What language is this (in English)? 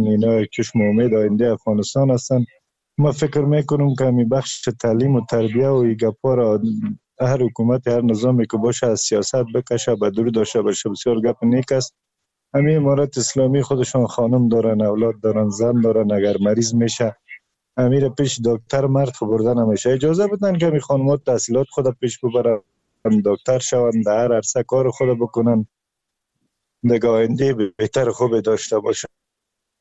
Persian